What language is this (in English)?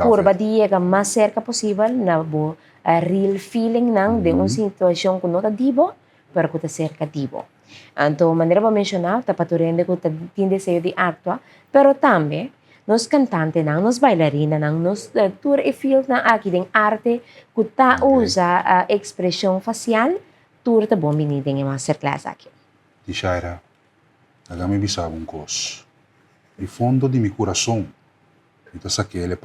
Papiamento